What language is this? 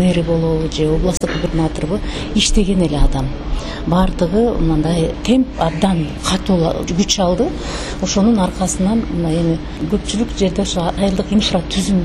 Kyrgyz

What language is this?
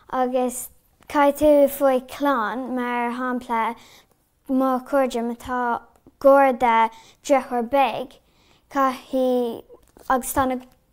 Irish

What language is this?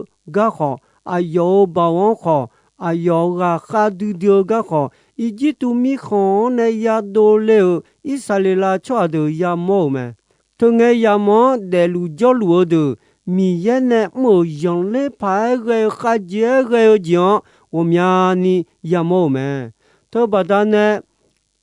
Akha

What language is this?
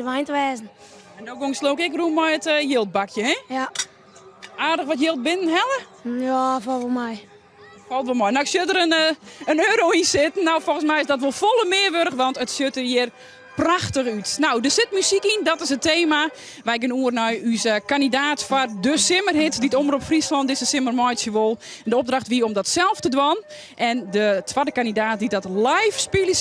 Western Frisian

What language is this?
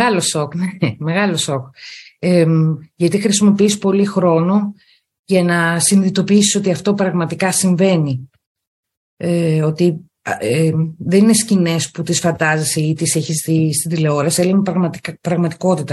Greek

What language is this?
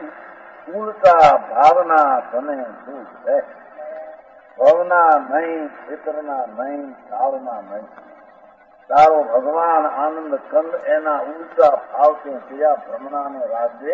Gujarati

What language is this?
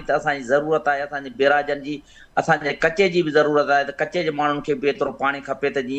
Sindhi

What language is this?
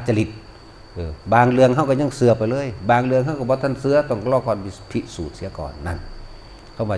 Northeastern Thai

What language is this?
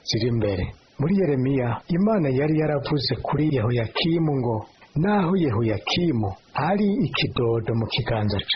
Rundi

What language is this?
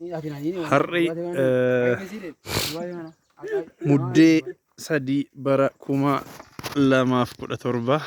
Oromo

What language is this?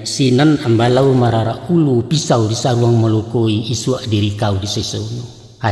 Minangkabau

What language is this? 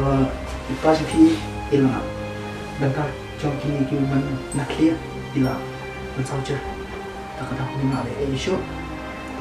Khasi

